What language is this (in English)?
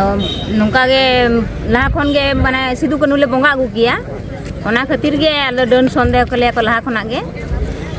Santali